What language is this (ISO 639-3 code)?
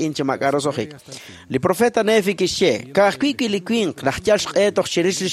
kek